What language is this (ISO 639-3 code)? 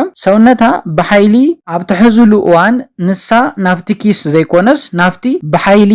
tir